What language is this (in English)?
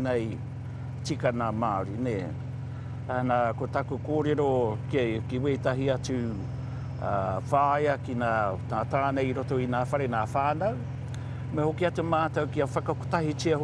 Māori